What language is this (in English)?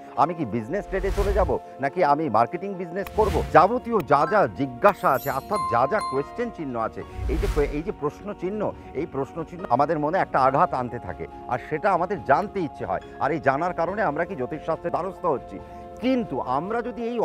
Bangla